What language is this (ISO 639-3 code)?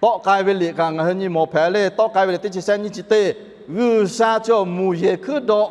lhu